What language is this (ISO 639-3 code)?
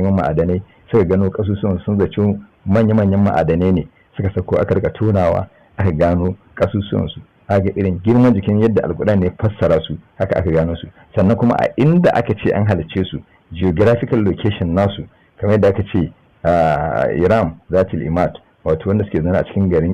hau